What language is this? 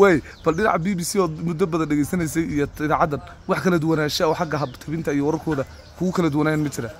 Somali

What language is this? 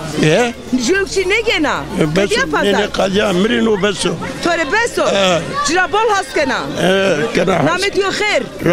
Zaza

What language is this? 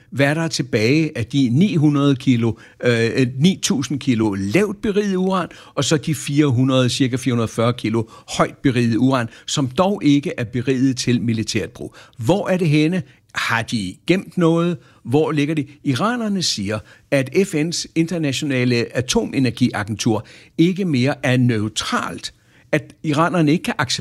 Danish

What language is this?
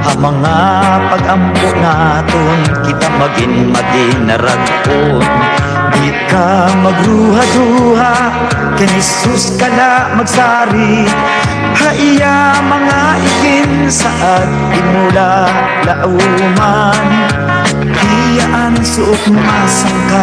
Waray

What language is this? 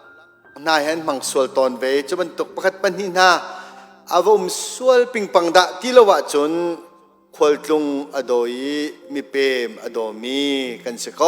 Hakha Chin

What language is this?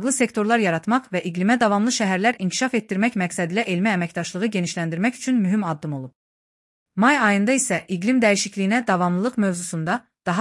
Azerbaijani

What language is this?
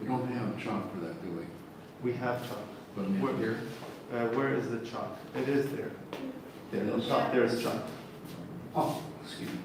Plautdietsch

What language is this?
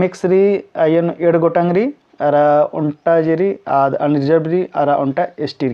Kurukh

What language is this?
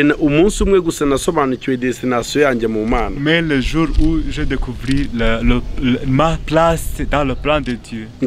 Kinyarwanda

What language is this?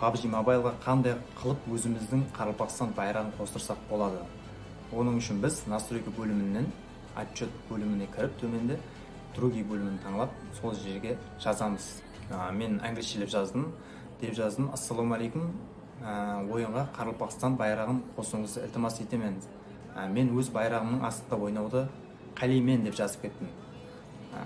Kara-Kalpak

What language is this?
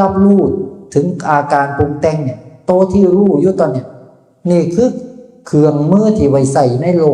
Northeastern Thai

